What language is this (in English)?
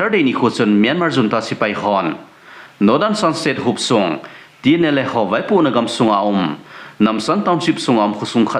Thado Chin